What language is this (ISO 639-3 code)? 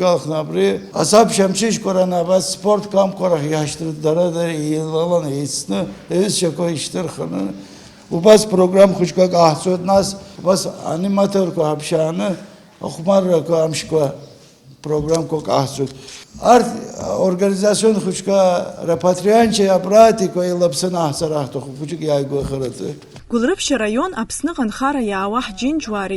abk